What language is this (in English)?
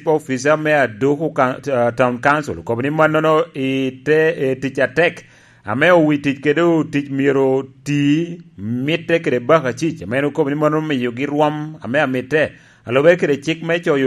Lango (Uganda)